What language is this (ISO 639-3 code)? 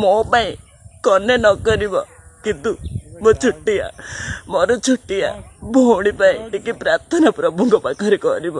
ori